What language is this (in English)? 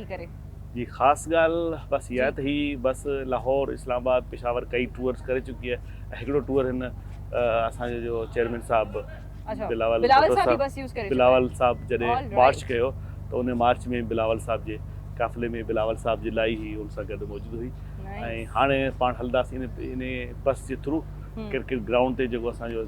Sindhi